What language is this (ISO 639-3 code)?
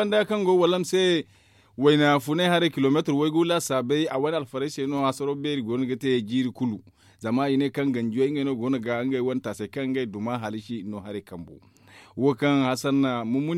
dje